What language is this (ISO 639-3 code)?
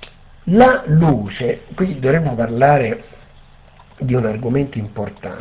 ita